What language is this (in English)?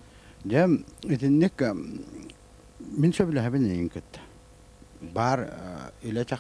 Yakut